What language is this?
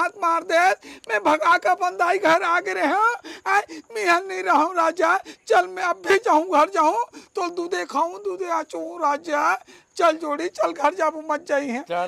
Chhattisgarhi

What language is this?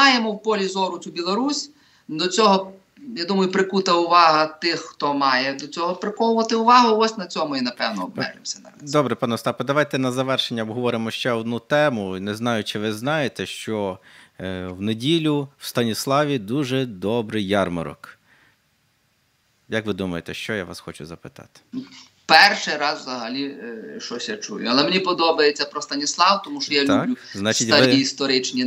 Ukrainian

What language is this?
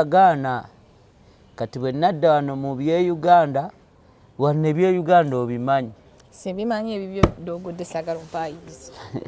Ganda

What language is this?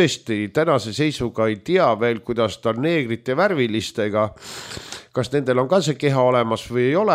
Estonian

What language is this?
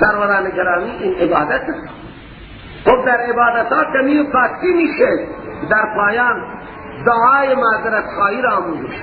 Persian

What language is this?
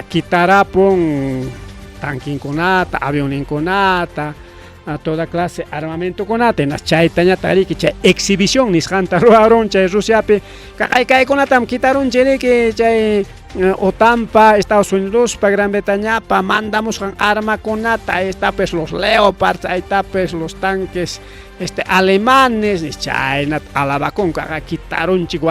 Ayacucho Quechua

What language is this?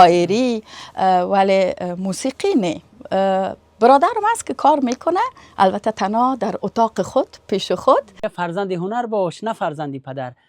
Persian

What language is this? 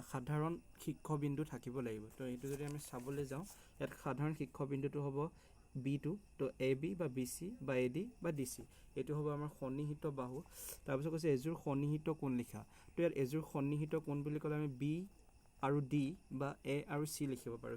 Assamese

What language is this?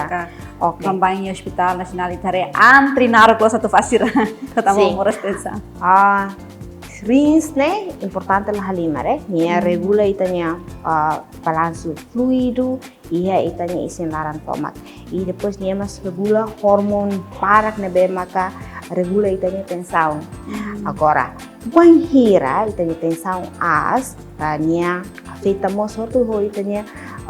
Tetum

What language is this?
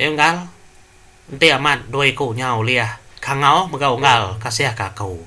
Iban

